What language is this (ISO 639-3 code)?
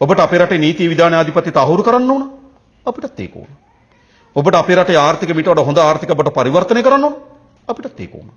sin